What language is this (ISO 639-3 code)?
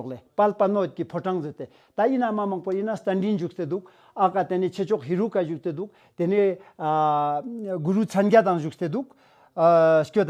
lbj